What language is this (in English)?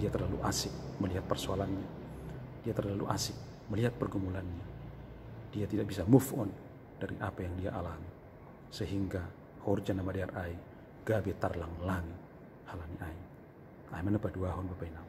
Batak Simalungun